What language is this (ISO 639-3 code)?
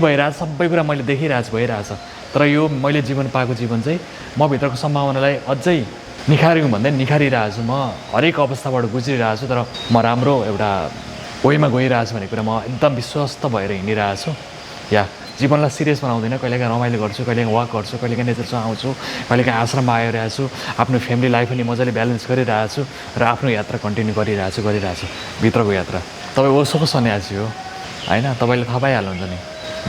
nep